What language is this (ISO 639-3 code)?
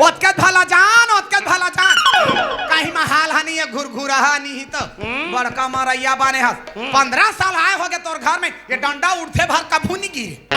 hne